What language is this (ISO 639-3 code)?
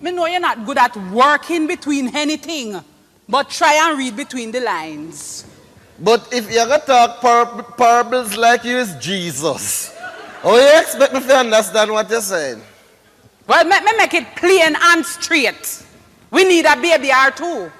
jam